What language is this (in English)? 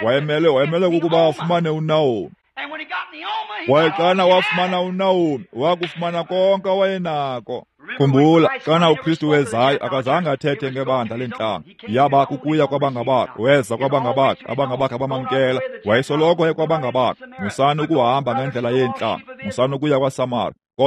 Xhosa